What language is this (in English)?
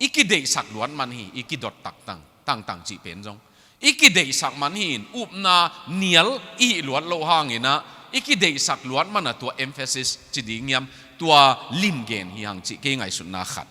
Tedim Chin